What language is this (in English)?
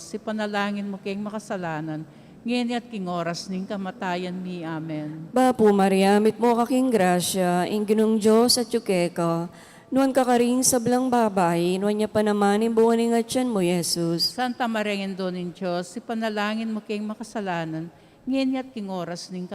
Pampanga